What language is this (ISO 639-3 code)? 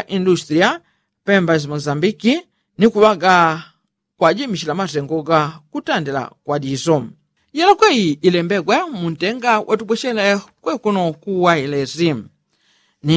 yao